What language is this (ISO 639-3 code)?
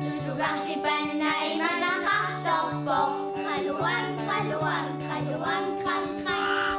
kal